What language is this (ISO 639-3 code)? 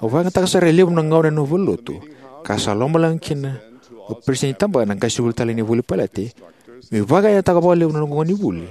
fij